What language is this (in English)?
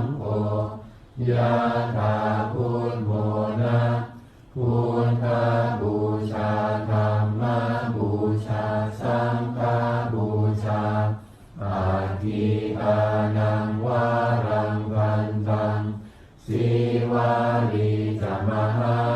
Pali